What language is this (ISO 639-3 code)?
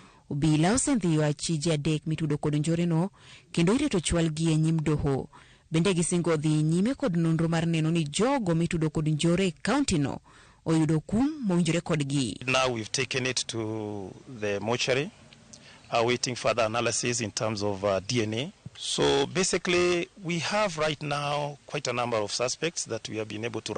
luo